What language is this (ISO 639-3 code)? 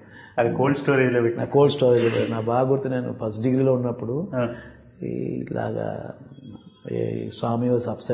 tel